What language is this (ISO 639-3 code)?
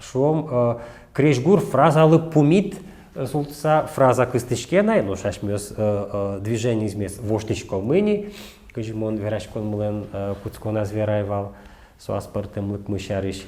udm